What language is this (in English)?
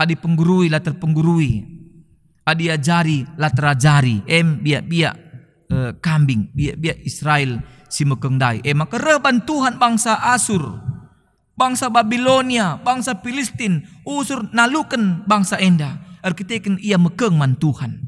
Batak Karo